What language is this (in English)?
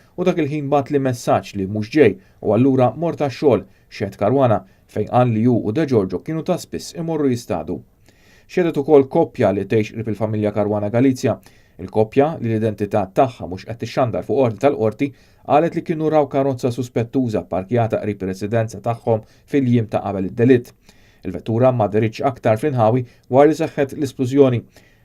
Maltese